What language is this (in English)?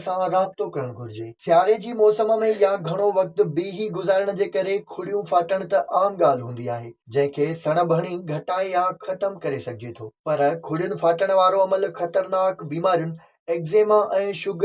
Sindhi